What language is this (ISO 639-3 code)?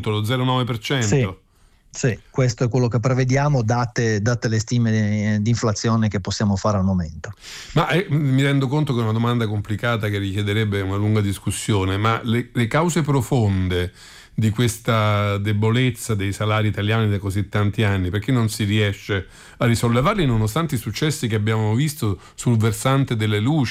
ita